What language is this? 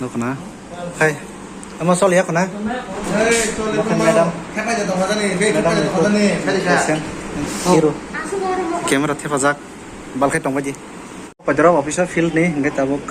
Kok Borok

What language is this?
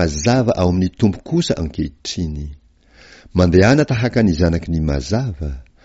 Malagasy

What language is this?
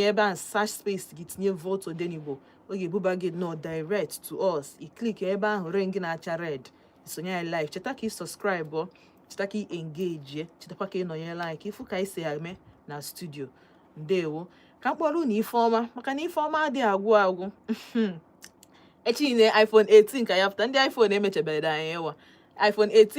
Igbo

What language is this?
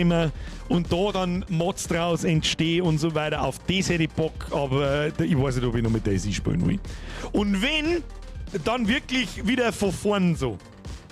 Bavarian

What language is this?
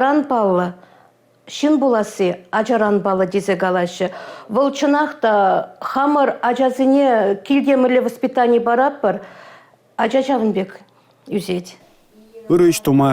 Chuvash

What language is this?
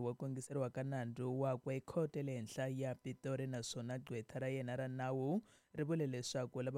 Tsonga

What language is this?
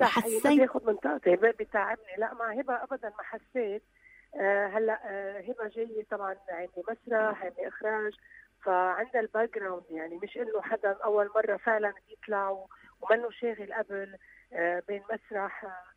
North Levantine Arabic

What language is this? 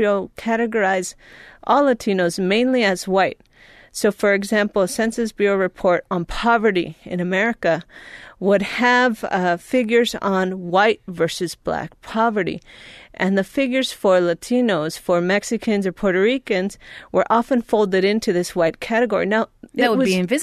English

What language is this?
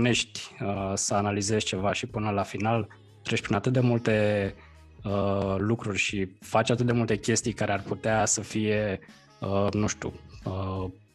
Romanian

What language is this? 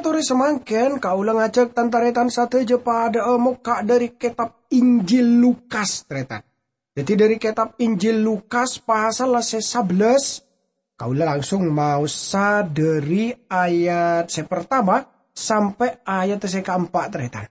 Madurese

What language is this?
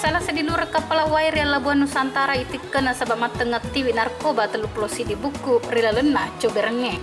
Buginese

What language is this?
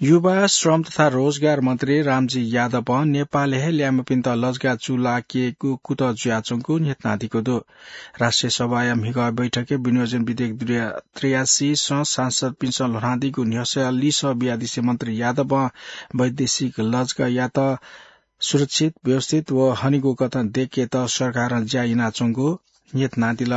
Newari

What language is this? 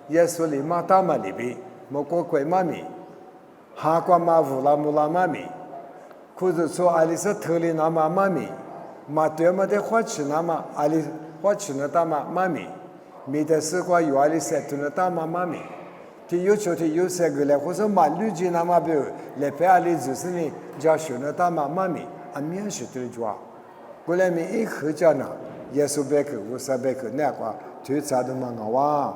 Lisu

